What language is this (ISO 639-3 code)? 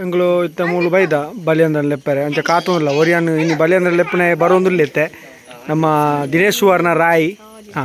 tcy